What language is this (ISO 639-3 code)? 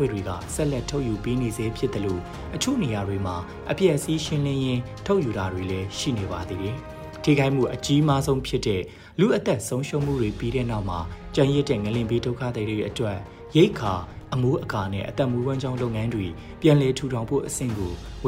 mya